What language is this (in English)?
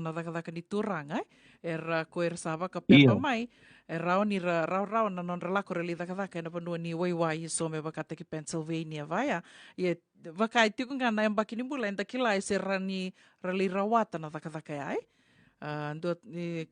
Fijian